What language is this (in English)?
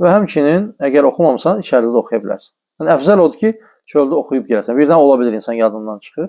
Azerbaijani